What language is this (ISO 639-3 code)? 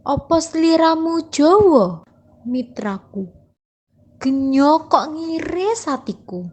jav